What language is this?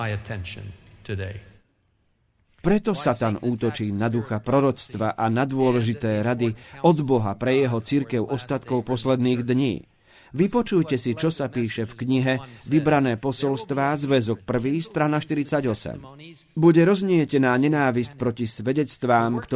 Slovak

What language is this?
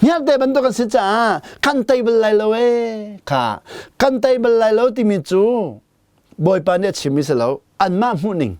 Hakha Chin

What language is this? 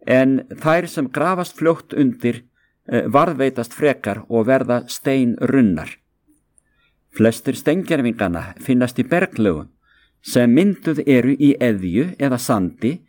Icelandic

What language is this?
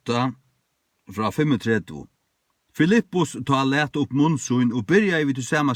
Faroese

